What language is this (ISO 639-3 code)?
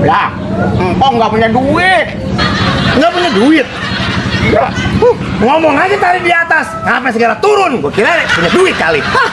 bew